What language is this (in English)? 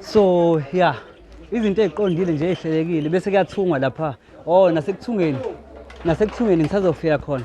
Zulu